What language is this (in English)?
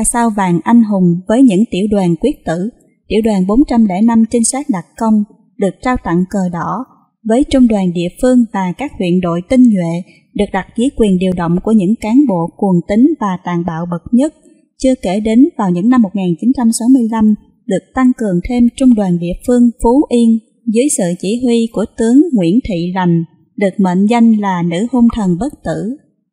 Vietnamese